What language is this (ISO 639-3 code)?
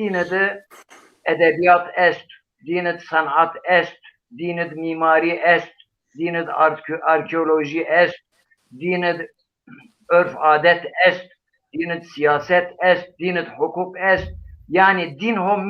zza